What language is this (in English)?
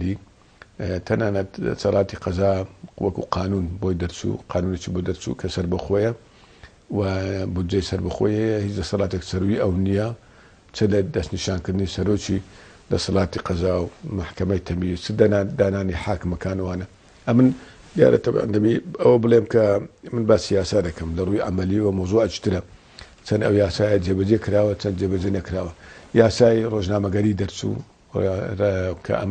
Central Kurdish